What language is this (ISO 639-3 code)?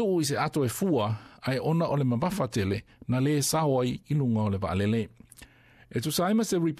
smo